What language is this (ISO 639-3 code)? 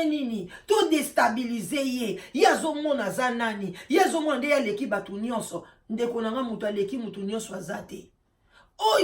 lin